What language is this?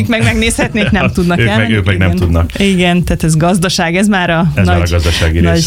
Hungarian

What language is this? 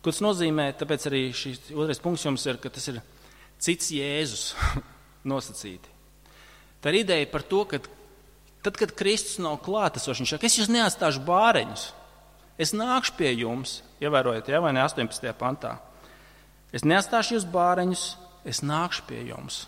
Latvian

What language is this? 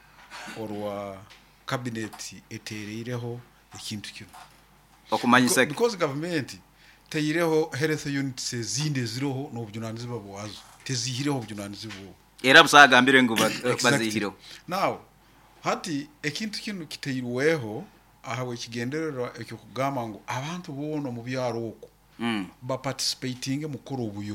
Nyankole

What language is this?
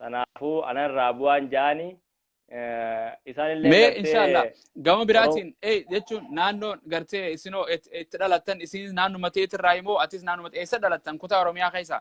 Oromo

